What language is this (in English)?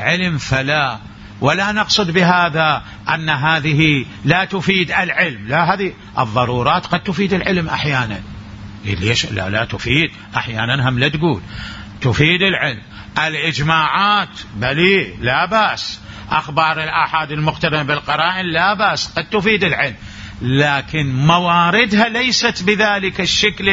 Mesopotamian Arabic